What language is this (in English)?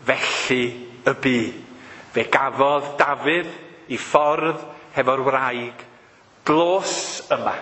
Welsh